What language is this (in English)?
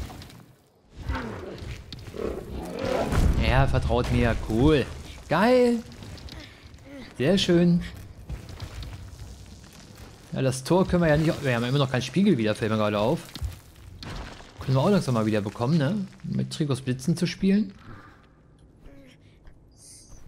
German